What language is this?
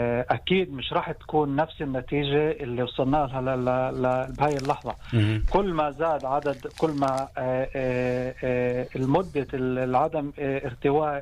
North Levantine Arabic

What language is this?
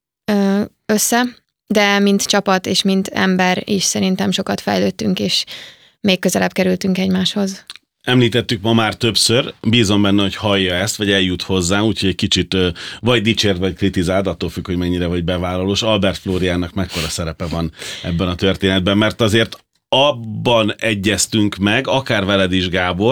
Hungarian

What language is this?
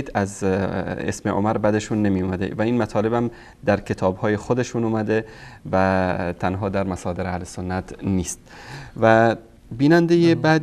Persian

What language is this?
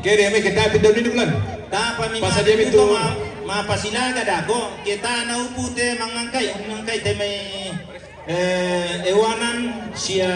Toraja-Sa'dan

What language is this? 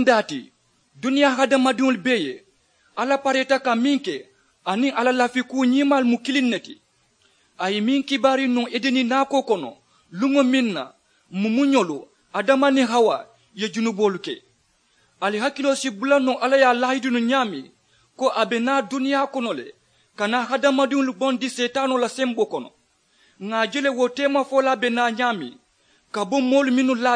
Mandingo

